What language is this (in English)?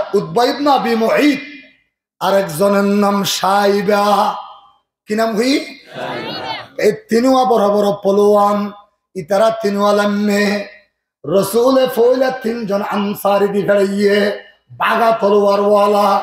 Rohingya